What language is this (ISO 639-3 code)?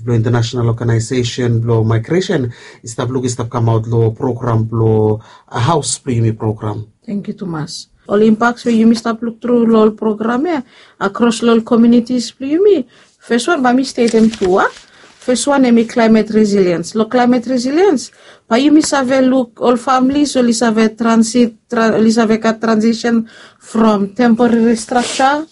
bis